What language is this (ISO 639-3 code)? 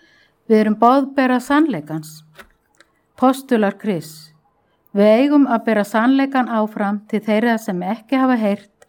isl